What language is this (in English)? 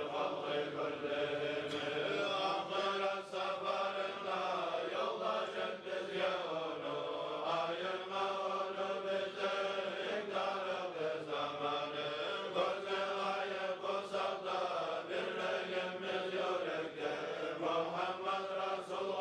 Kumyk